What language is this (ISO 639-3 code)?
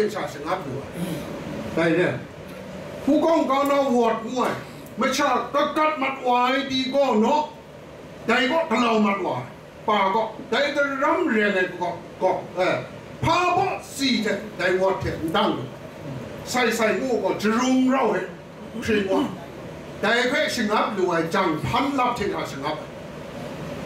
kac